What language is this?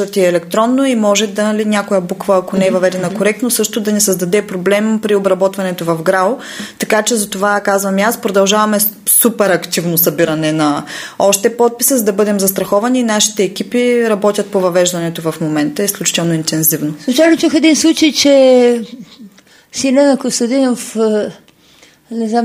Bulgarian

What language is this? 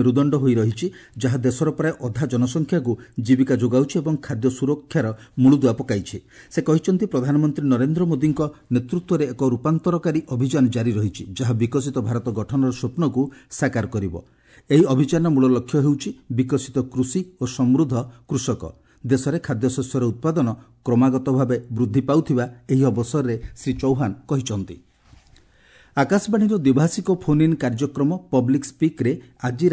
Odia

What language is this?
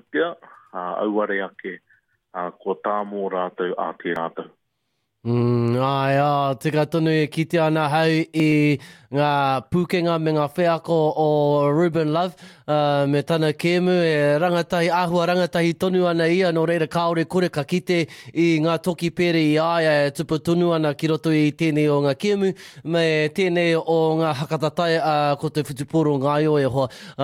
Māori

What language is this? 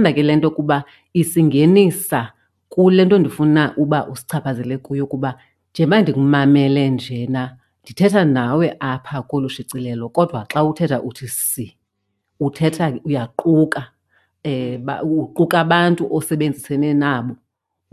Xhosa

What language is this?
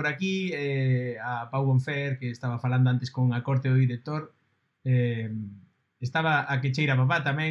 Galician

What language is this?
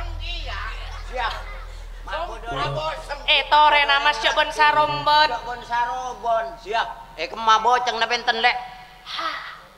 Madurese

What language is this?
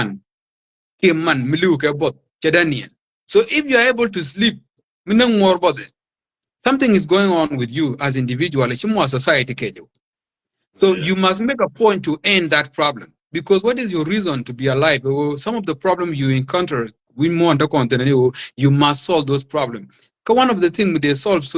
Nuer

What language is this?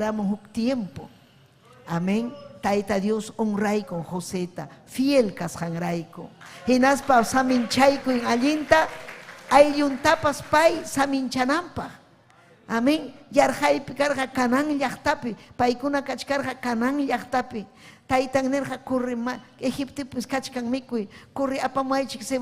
Ayacucho Quechua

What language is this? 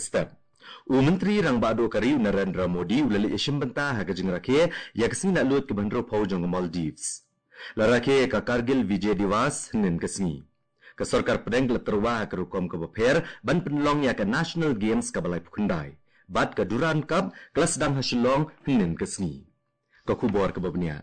Khasi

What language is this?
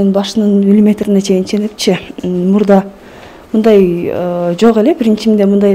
Kyrgyz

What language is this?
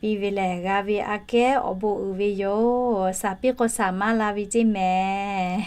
Lahu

